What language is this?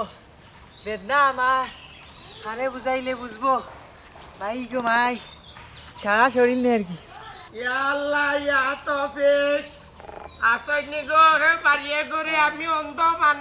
Sylheti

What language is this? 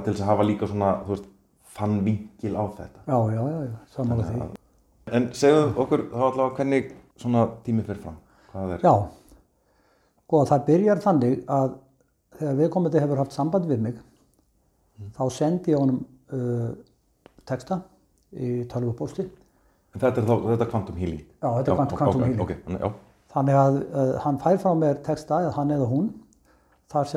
Icelandic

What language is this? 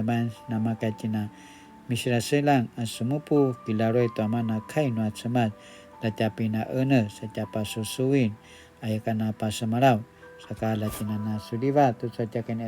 Paiwan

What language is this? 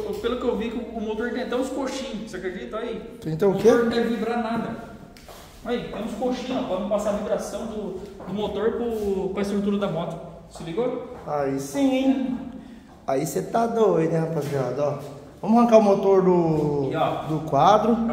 Portuguese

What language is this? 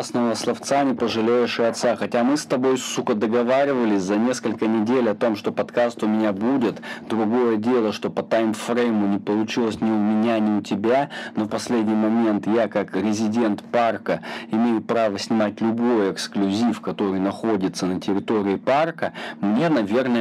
Russian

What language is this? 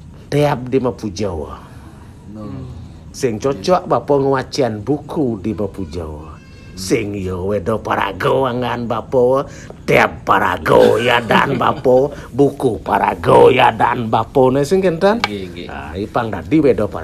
Balinese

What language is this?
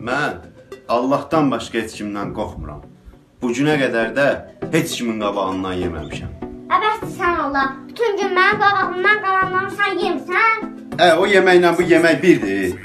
South Azerbaijani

